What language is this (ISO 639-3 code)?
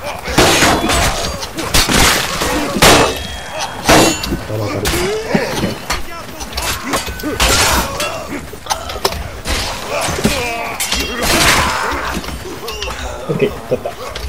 jpn